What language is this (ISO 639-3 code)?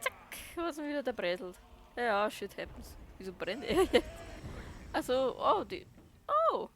bar